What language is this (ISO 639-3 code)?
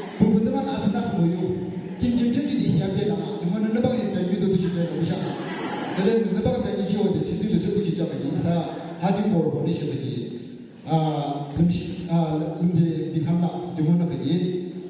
yim